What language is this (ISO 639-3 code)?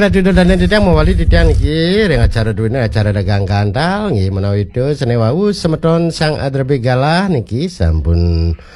ban